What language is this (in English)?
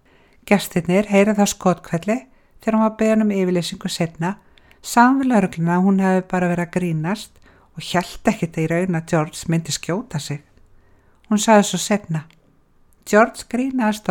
Icelandic